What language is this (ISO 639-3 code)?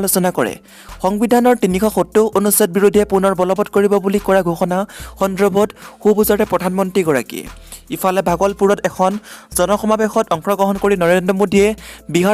asm